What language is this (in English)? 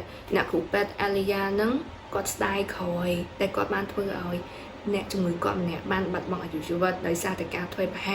Khmer